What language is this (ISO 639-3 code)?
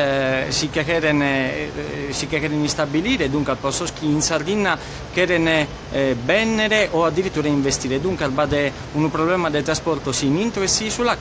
srd